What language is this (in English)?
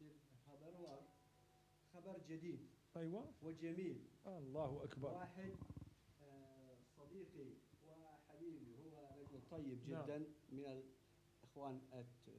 Moroccan Arabic